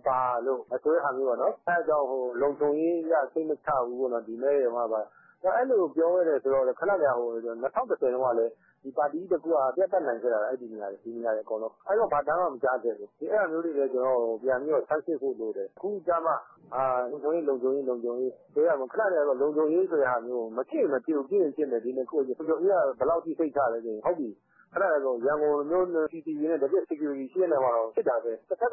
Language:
Burmese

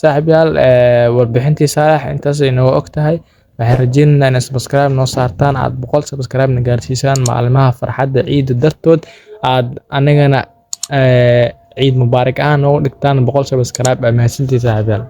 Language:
Somali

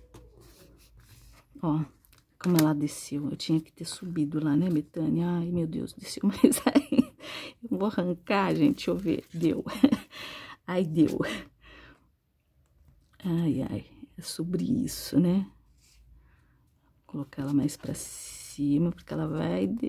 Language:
Portuguese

